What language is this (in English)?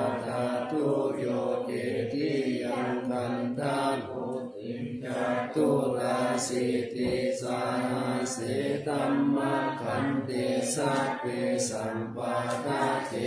Pali